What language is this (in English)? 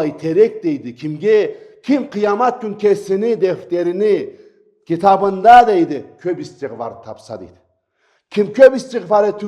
Karachay-Balkar